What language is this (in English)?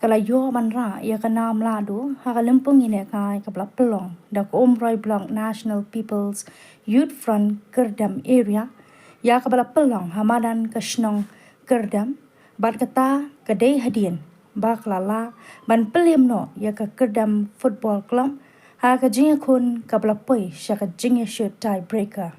Khasi